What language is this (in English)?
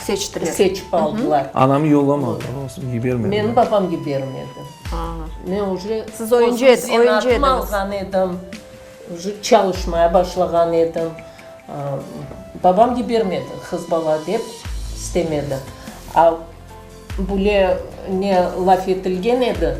Crimean Tatar